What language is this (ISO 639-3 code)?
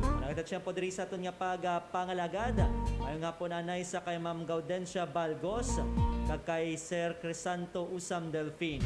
hil